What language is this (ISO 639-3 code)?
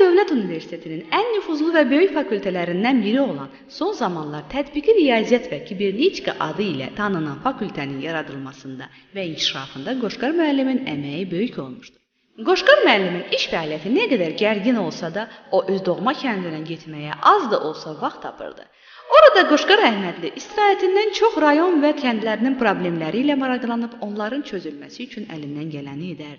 aze